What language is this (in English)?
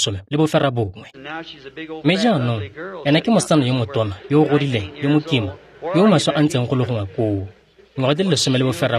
Tswana